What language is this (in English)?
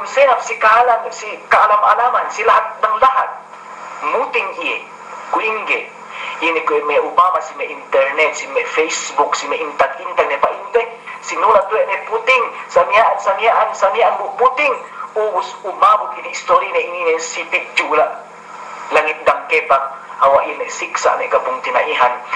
Yakan